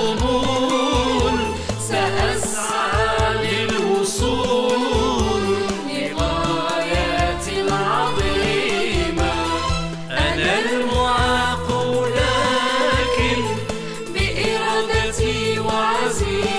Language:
Algerian Arabic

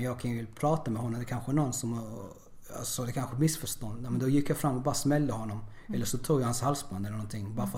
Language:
Swedish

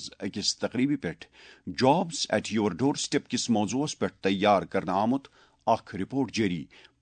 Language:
Kashmiri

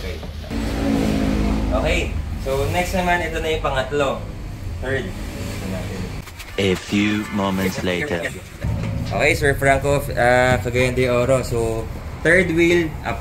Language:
Filipino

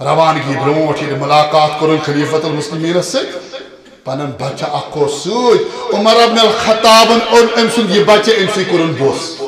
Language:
Kashmiri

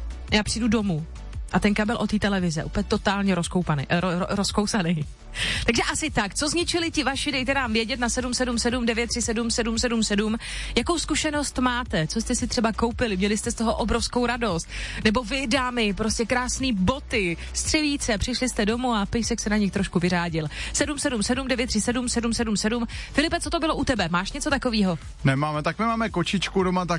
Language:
Czech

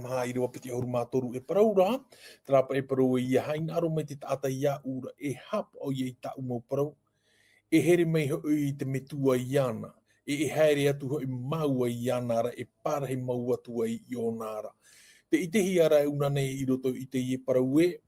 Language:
Tahitian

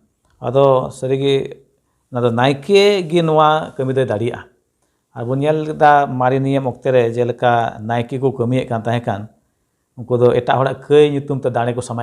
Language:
Santali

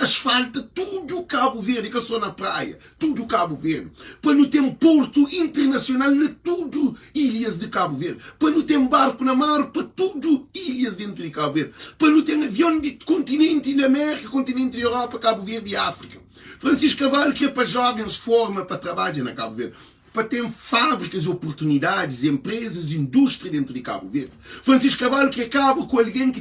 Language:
Kabuverdianu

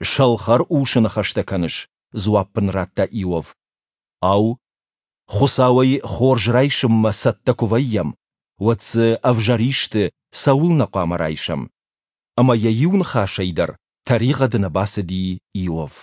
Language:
Ossetic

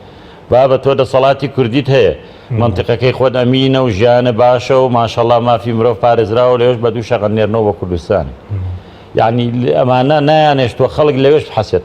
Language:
Central Kurdish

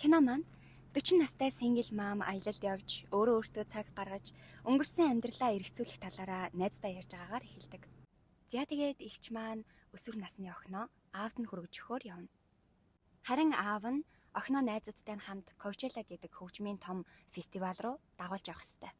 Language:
Mongolian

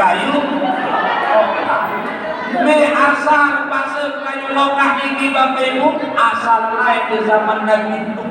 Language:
Sasak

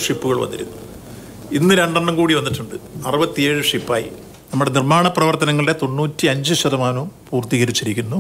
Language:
Malayalam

